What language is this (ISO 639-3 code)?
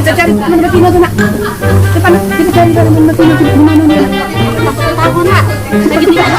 mui